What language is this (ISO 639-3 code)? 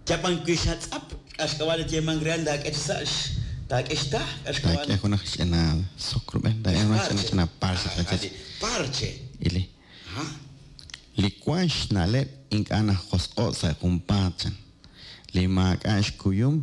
kek